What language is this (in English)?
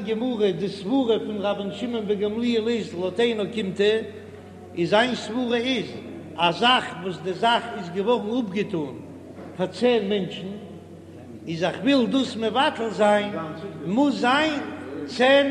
Yiddish